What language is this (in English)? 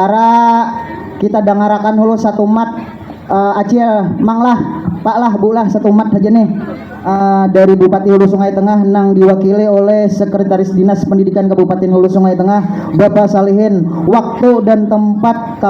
Banjar